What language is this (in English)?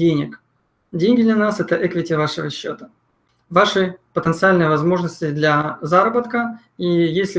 Russian